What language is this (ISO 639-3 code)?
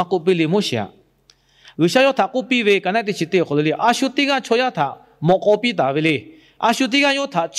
lhu